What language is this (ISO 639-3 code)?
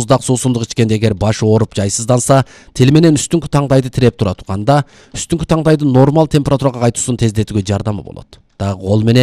kir